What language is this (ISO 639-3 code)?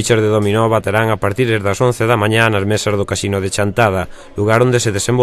glg